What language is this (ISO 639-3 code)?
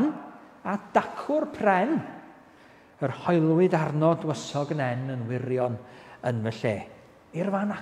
cym